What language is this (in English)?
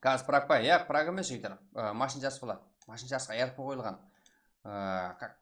Kara-Kalpak